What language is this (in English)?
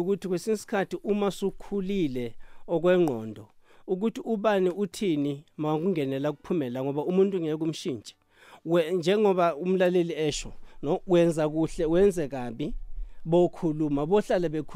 South Ndebele